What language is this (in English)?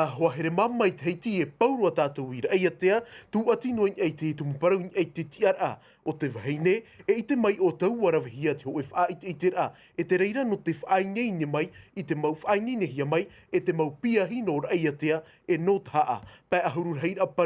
Tahitian